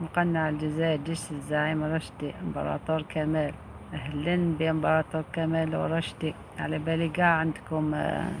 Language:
Algerian Arabic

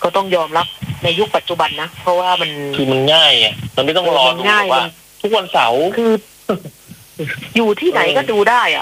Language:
Thai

